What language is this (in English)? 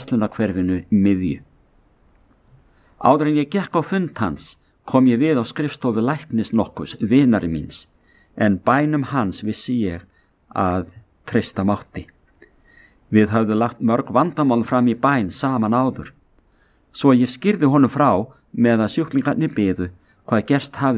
Icelandic